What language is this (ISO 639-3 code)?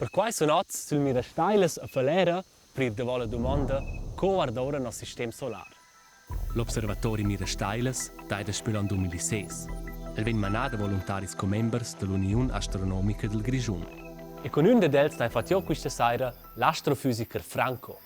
roh